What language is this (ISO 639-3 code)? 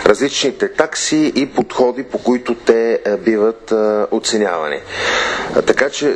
bul